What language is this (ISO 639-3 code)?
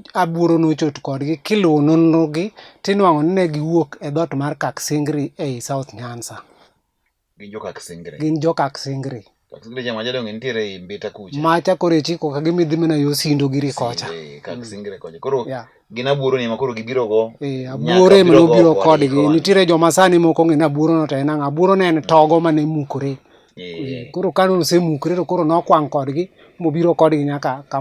luo